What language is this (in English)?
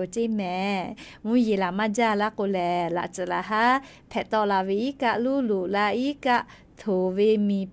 Lahu